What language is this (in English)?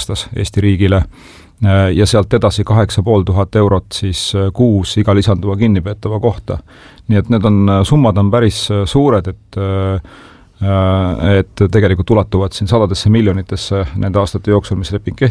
Estonian